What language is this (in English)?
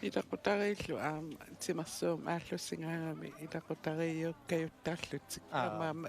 Kalaallisut